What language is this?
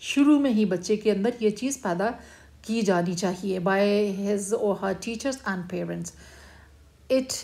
Urdu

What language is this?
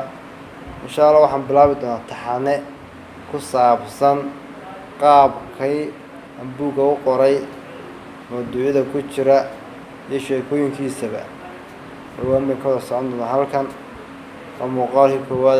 Somali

